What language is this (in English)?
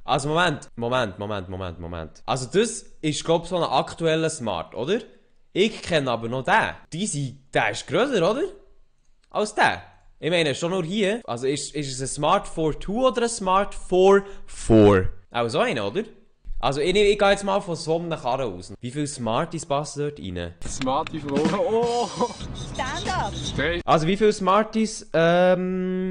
Swiss German